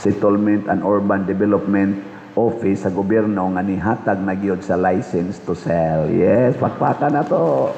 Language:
Cebuano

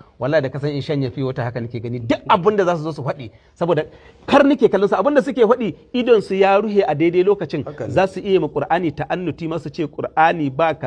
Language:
Hausa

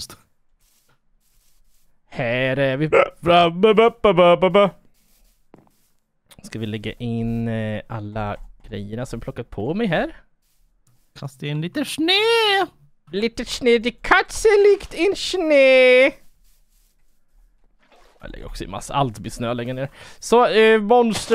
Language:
Swedish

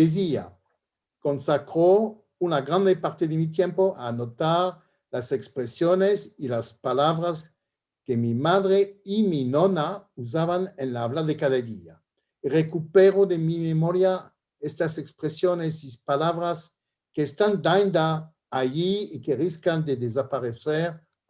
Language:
Ladino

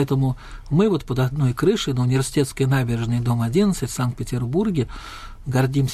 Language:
Russian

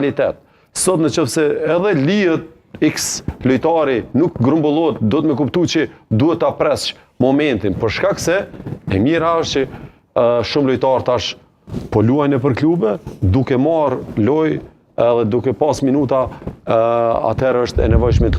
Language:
Albanian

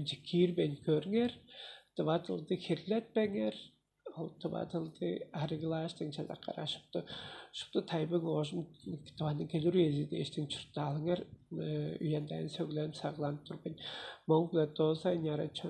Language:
Tuvinian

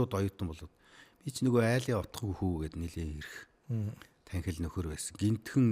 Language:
Mongolian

